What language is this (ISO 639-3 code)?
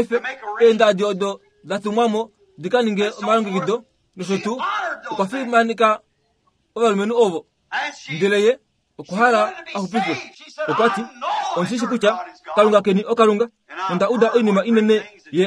kua